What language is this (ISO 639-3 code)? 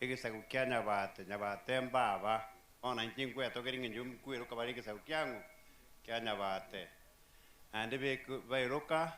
guz